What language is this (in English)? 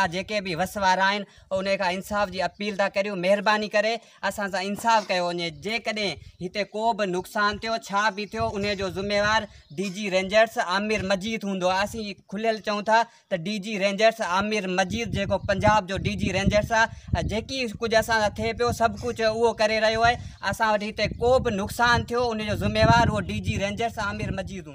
Sindhi